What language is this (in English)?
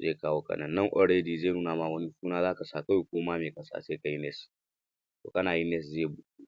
Hausa